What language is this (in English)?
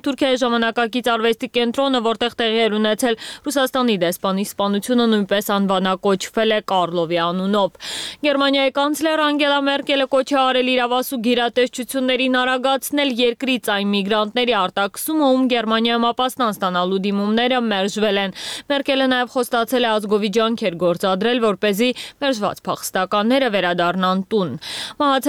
Armenian